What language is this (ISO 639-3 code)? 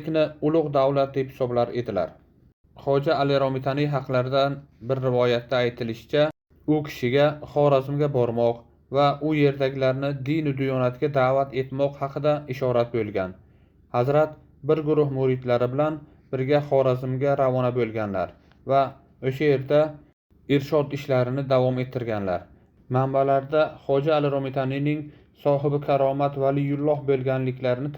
uzb